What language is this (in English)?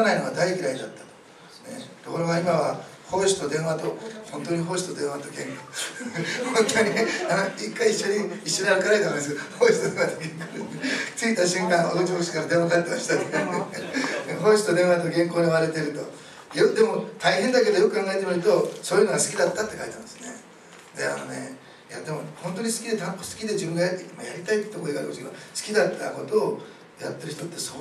Japanese